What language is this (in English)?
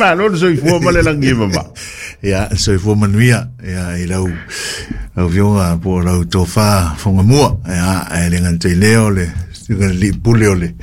Samoan